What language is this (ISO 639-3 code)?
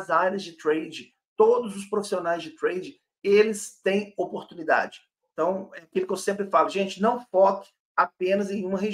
por